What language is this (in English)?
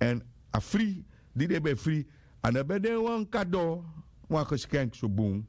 Sranan Tongo